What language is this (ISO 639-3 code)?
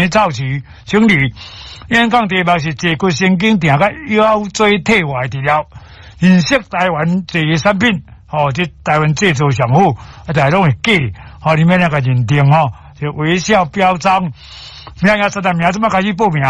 nan